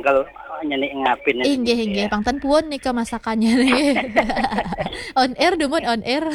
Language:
Balinese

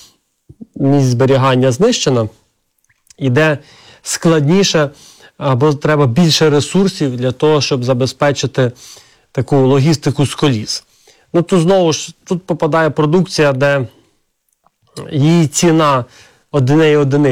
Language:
Ukrainian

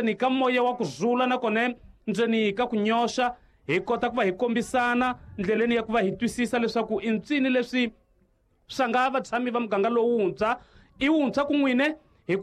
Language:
Tsonga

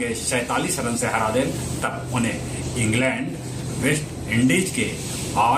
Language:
Magahi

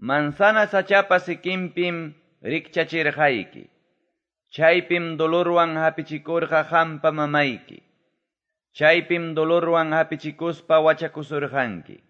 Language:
Quechua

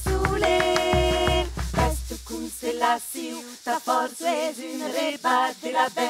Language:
Occitan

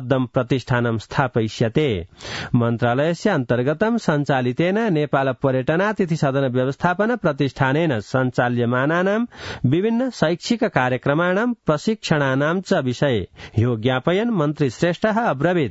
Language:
Sanskrit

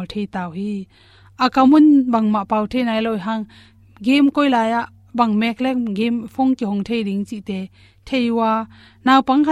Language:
Tedim Chin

